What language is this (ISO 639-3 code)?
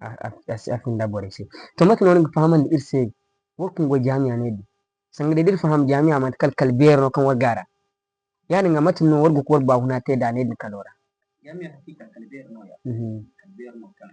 dje